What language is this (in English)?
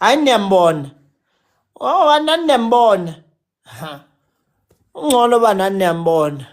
Zulu